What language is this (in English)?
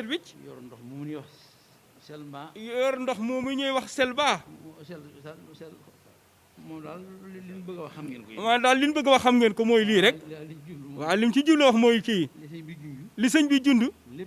Wolof